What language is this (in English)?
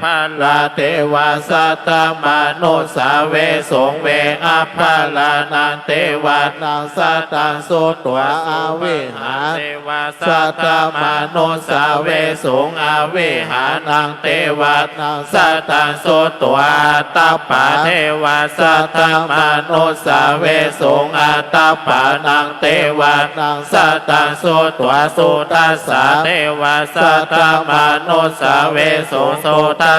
Pali